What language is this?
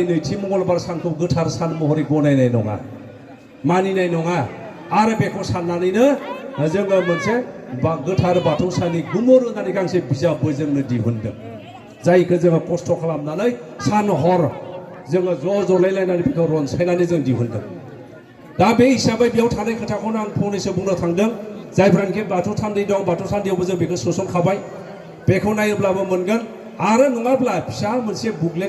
Bodo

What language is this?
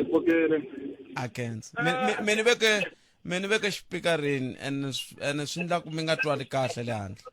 Tsonga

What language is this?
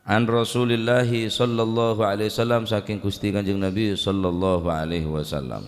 Madurese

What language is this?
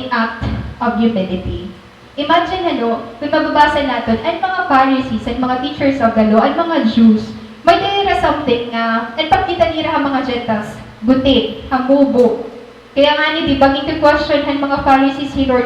Waray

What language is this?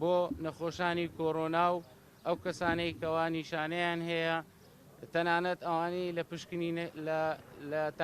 Central Kurdish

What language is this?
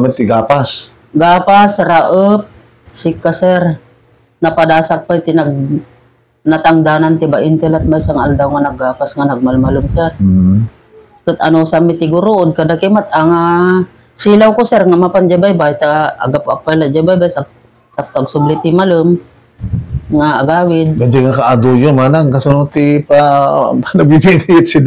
Iloko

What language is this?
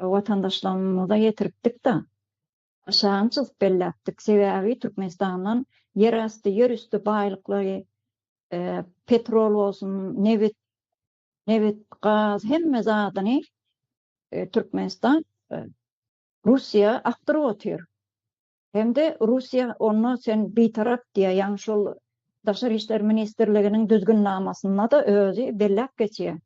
Turkmen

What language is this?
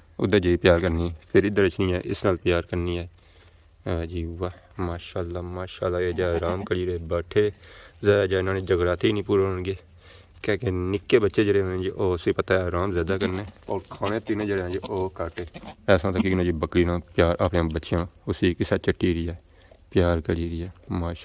Pahari-Potwari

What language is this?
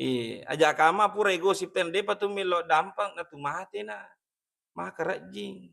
Buginese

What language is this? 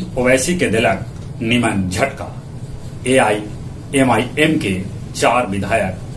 Magahi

